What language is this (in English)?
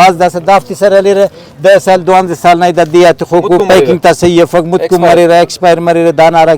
Brahui